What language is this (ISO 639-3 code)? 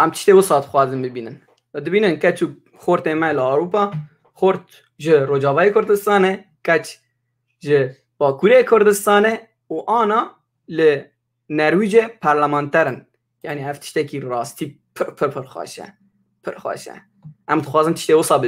kur